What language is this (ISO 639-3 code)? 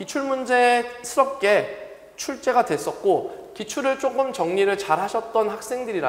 kor